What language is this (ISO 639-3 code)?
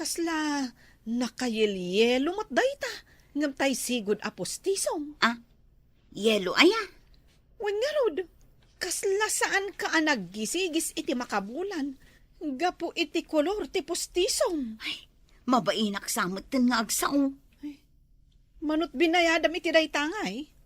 ilo